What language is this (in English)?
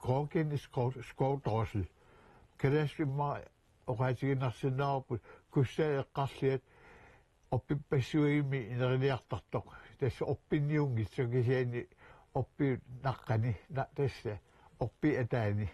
Kalaallisut